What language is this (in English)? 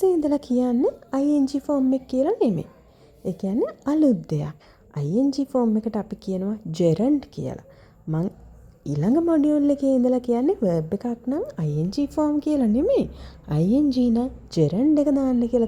Sinhala